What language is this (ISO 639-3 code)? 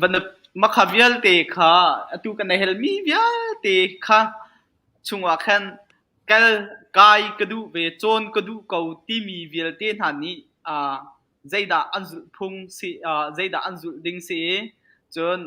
cnh